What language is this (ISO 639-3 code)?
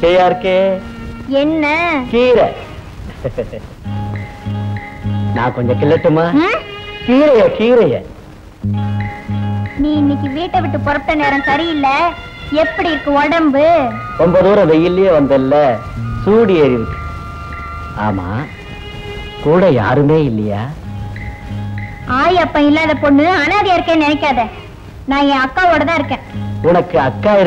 tam